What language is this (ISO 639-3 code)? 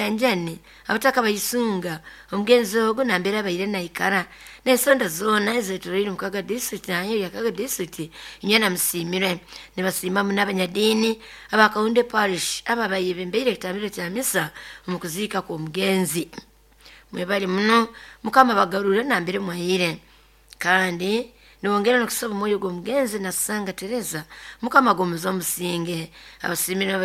nyo